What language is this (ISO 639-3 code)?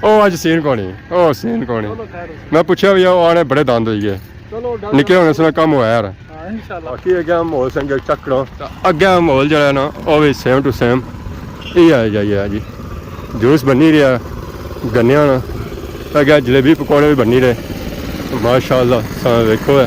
phr